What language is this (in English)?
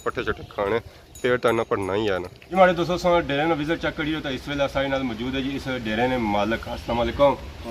Pahari-Potwari